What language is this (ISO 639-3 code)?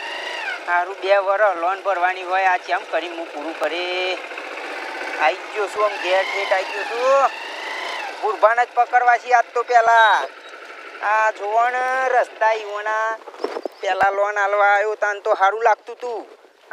guj